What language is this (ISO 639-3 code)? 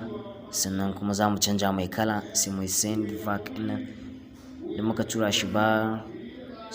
hau